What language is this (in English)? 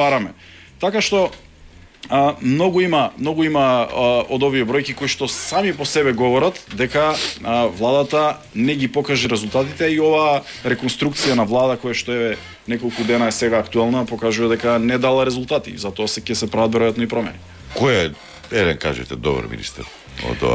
Macedonian